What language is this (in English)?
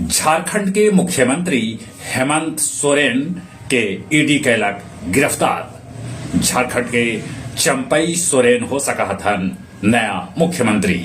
Magahi